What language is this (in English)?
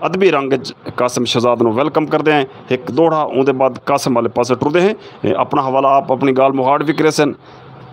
Saraiki